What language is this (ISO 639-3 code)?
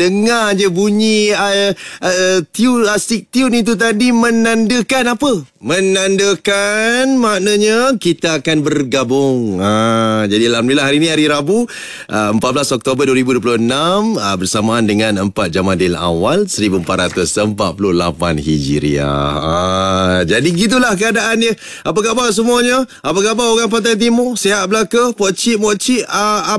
msa